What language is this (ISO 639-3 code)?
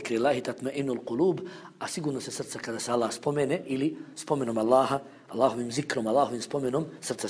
bos